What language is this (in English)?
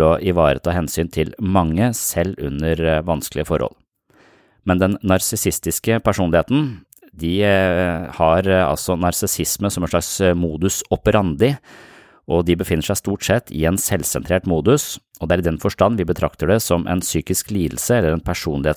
Norwegian